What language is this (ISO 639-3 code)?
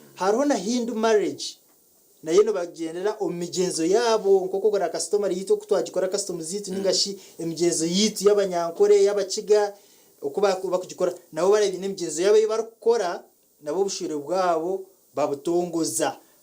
nyn